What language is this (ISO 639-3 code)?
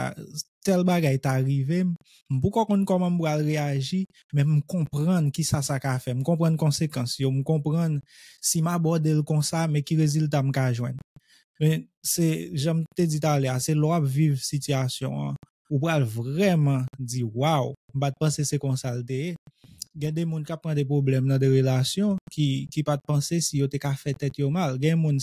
hat